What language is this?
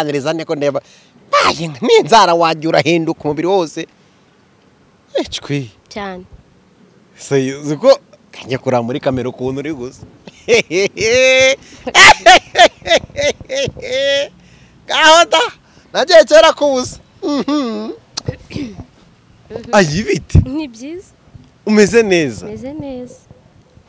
Kinyarwanda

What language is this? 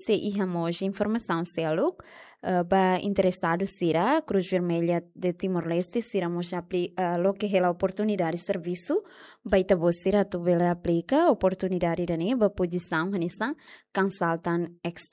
Tetum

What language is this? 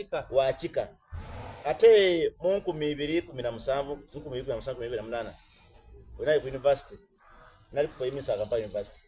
Soga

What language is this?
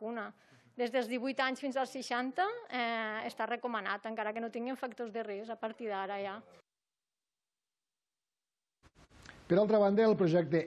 Catalan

